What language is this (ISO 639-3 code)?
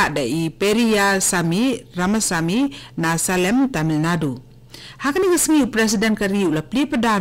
kha